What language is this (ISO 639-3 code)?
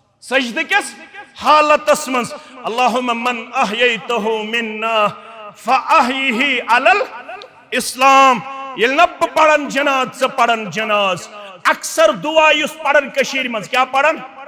kas